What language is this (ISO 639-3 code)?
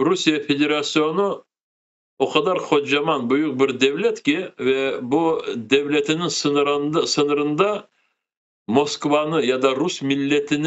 crh